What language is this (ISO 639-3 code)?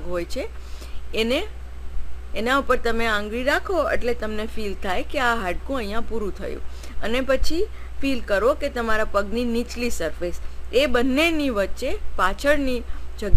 guj